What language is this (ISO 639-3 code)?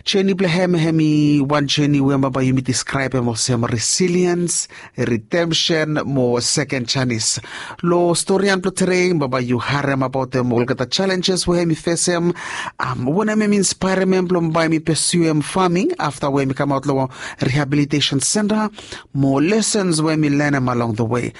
bis